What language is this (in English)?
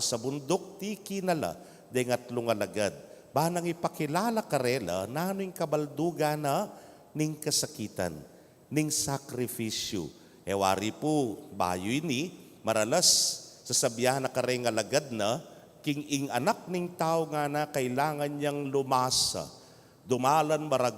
Pampanga